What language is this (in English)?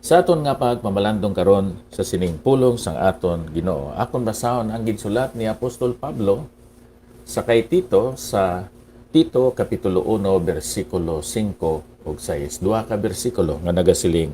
Hiligaynon